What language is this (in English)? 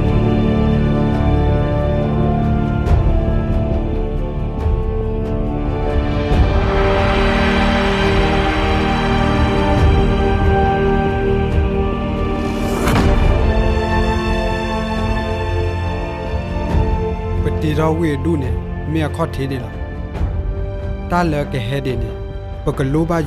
S'gaw Karen